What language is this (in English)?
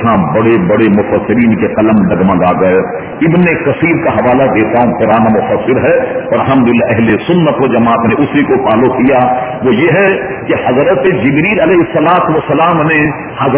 Urdu